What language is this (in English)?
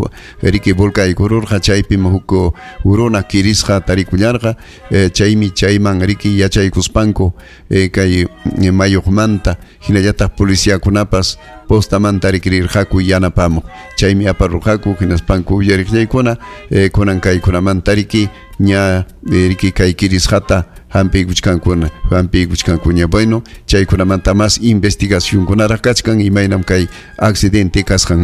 Ayacucho Quechua